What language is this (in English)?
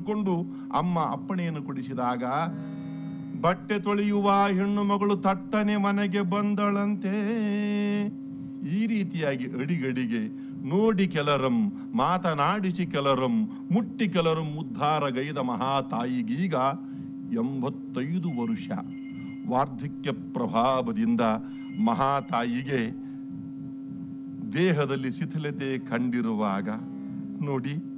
Kannada